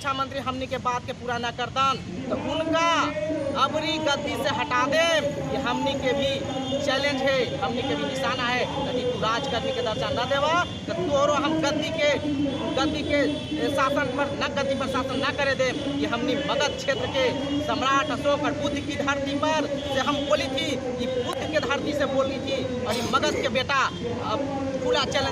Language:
Magahi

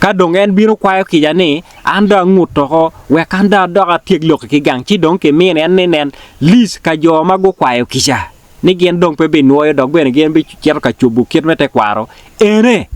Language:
Acoli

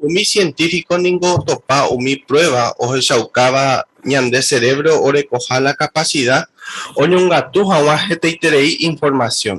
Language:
Guarani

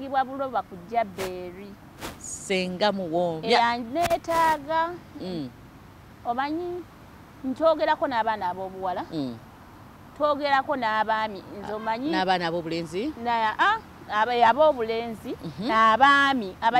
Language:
Ganda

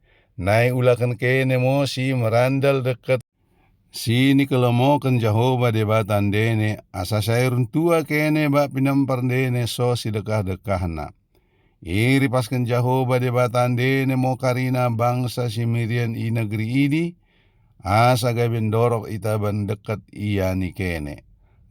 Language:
Batak Dairi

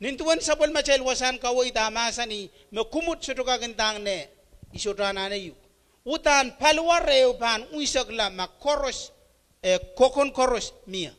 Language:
Pohnpeian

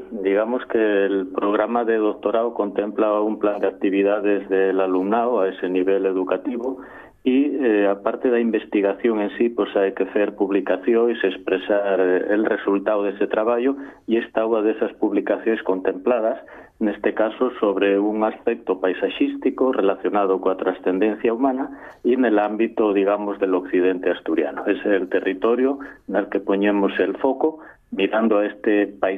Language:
Galician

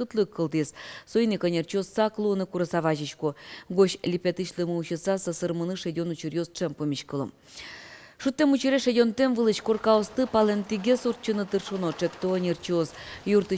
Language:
Udmurt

